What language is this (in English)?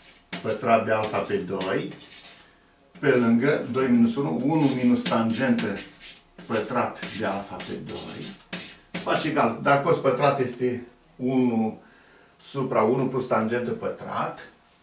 Romanian